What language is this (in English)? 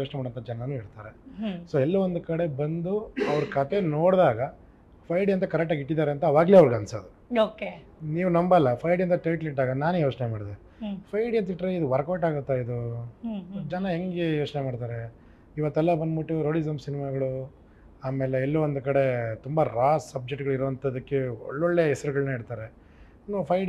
Kannada